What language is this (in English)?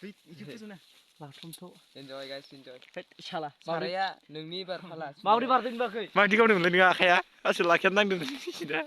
Bodo